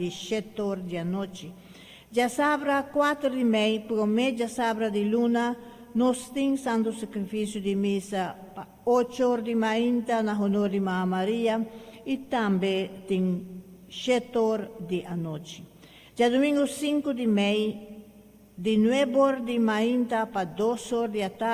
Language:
Papiamento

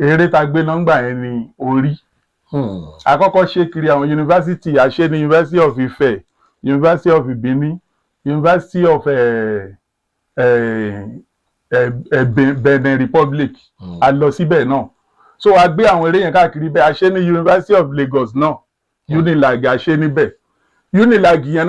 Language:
Yoruba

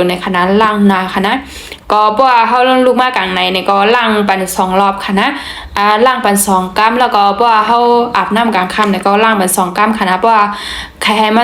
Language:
Shan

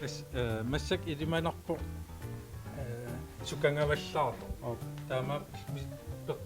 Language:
Kalaallisut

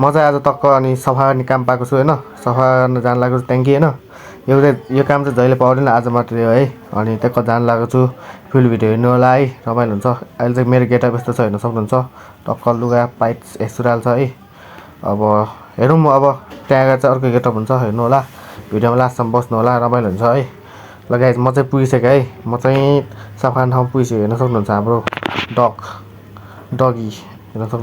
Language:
Nepali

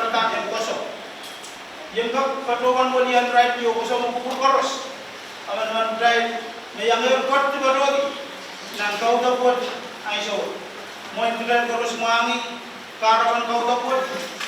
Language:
Pohnpeian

